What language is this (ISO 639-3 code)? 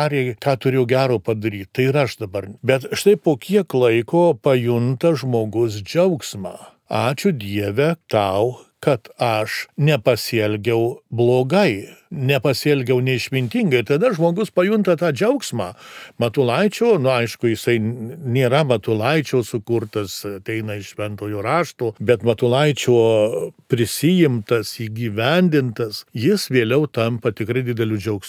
lit